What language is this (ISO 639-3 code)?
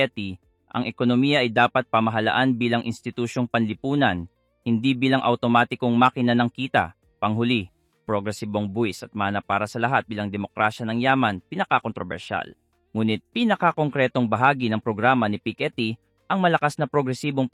fil